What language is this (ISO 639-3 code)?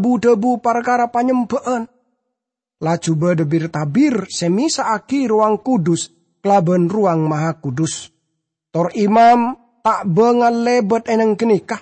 mad